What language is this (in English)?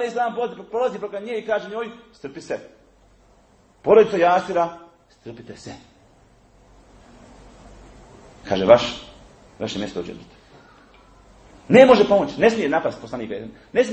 Bosnian